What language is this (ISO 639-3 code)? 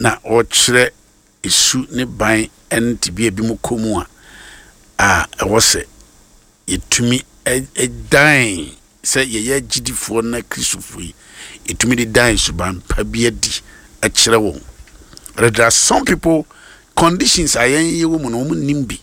aka